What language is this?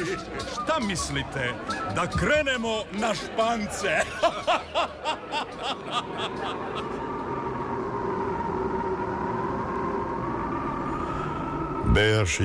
Serbian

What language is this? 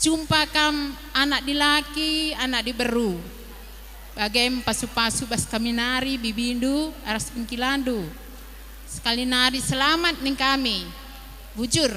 Batak Karo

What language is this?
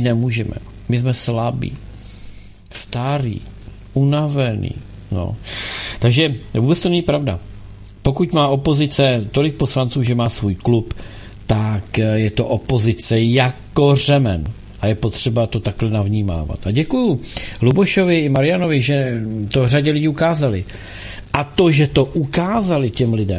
Czech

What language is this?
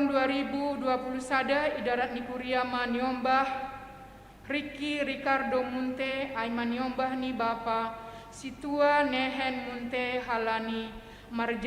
Batak Simalungun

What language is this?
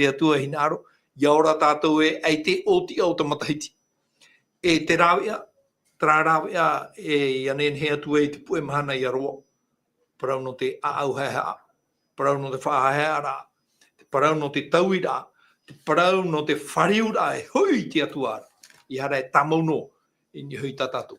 Tahitian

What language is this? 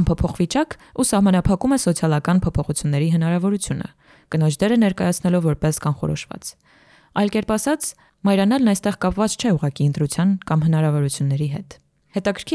Armenian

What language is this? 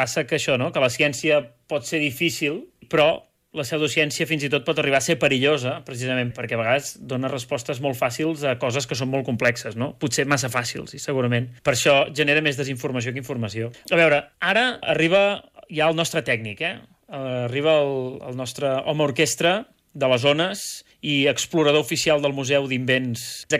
Catalan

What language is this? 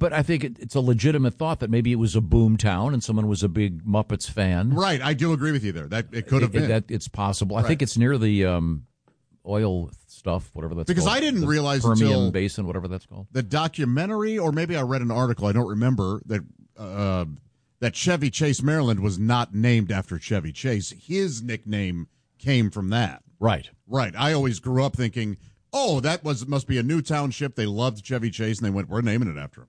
English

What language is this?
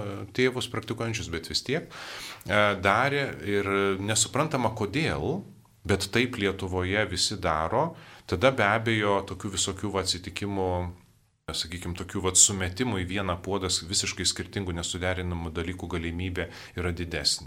Lithuanian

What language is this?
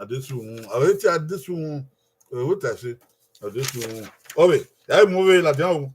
Bini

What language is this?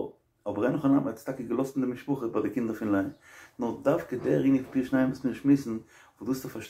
Yiddish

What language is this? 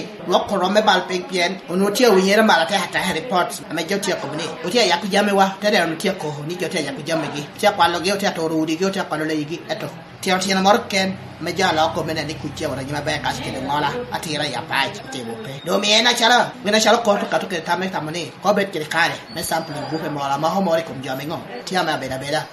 Lango (Uganda)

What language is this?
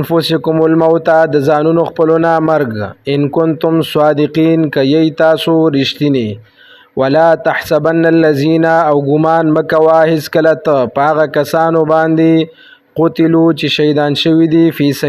Pashto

